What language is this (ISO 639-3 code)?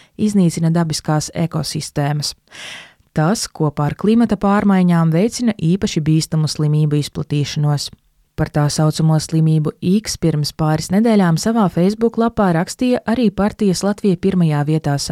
lav